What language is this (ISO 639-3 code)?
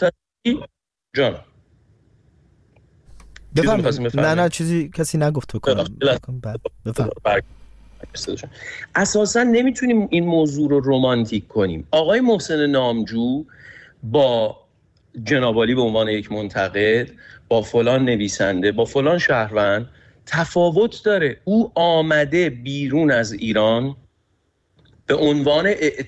fas